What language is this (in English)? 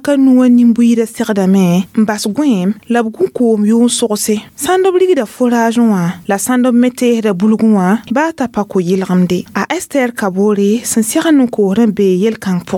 Mossi